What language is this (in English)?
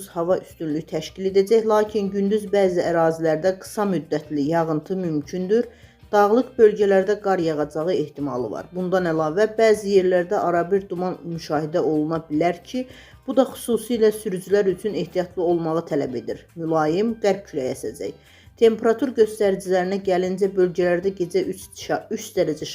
Azerbaijani